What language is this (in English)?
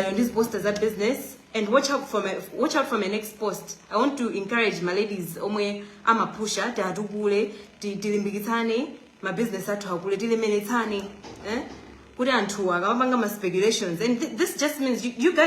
Nyanja